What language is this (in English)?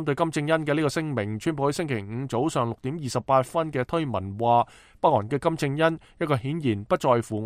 Cantonese